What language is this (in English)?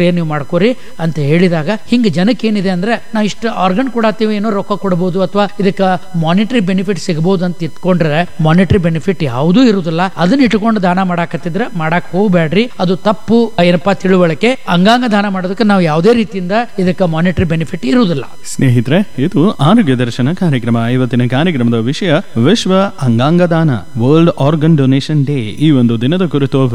Kannada